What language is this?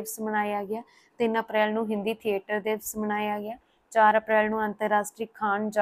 Punjabi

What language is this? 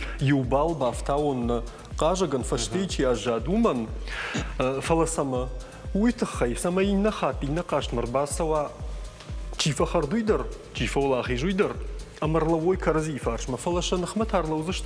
Ossetic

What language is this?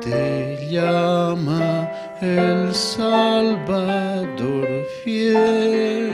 South Bolivian Quechua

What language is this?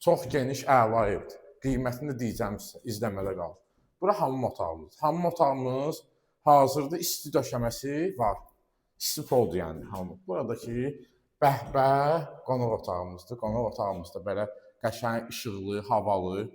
Azerbaijani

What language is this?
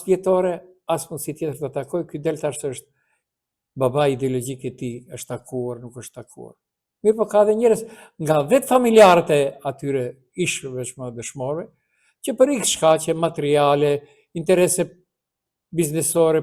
Albanian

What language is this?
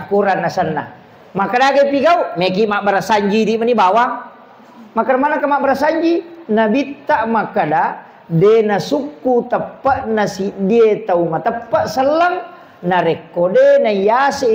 Buginese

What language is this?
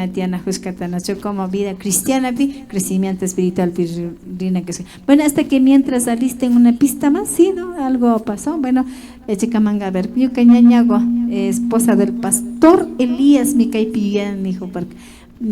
Imbabura Highland Quichua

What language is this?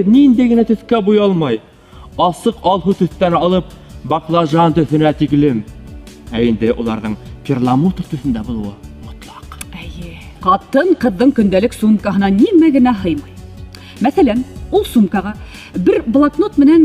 Bashkir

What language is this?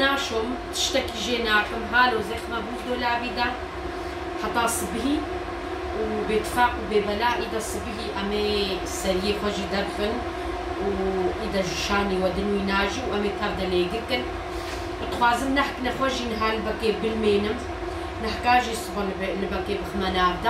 Kurdish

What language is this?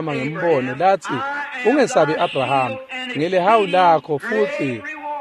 Swati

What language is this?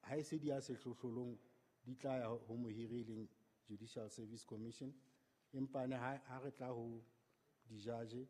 Southern Sotho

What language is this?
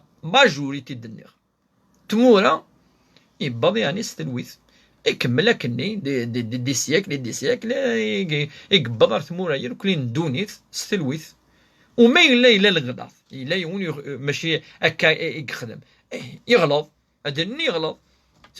Kabyle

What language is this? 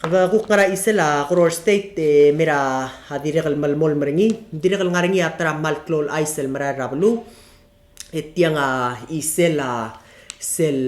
Palauan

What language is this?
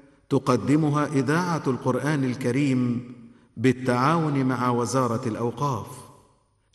Arabic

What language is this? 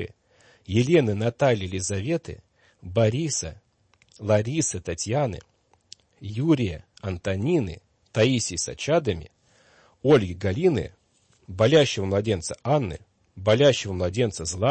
Russian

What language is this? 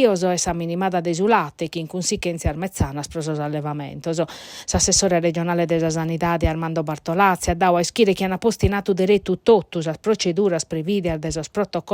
Sardinian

